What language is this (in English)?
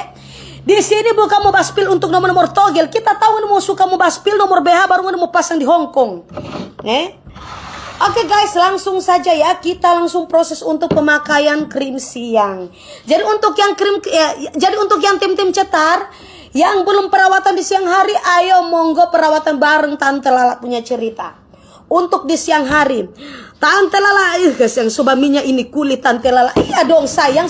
Manado Malay